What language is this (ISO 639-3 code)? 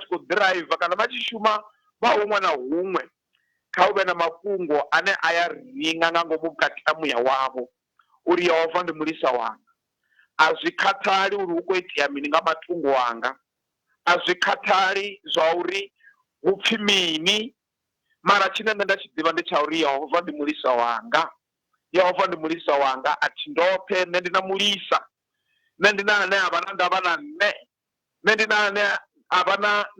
ven